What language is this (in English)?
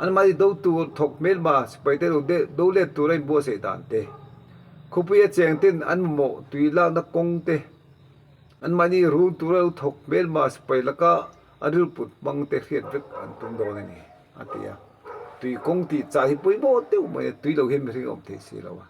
Mizo